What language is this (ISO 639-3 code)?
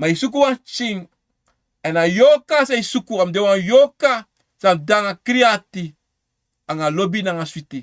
srn